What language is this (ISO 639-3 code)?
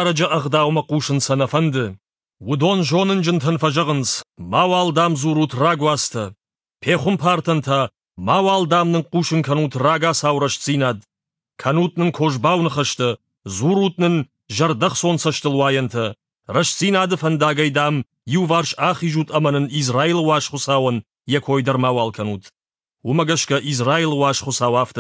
oss